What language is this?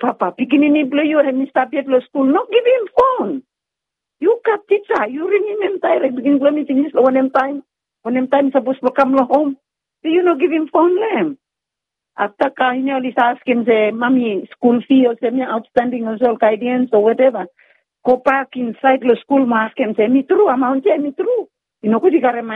Bislama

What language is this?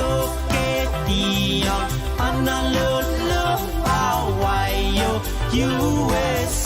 Pohnpeian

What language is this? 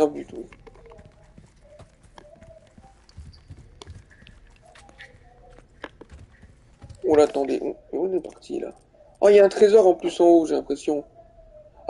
French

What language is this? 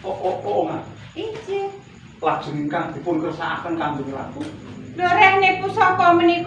Javanese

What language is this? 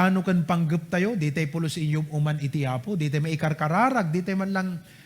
Iloko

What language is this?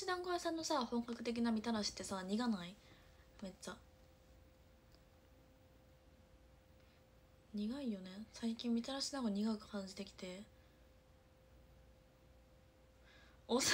Japanese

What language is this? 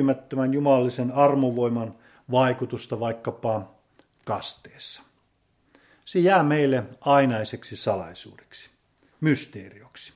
Finnish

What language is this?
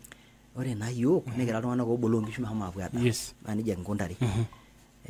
Masai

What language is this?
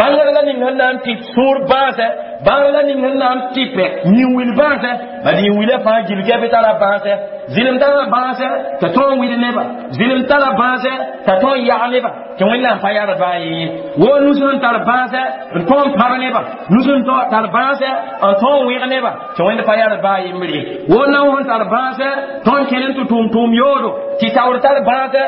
Mossi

